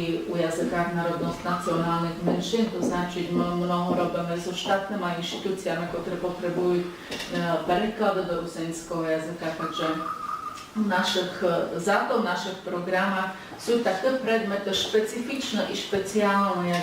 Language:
Rusyn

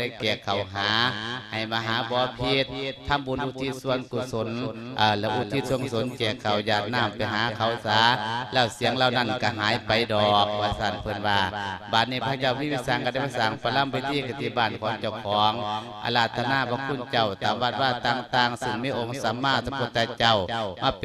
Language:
Lao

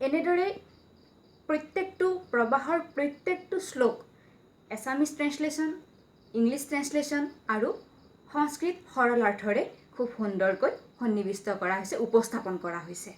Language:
Assamese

